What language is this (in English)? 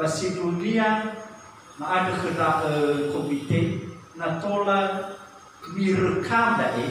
Nias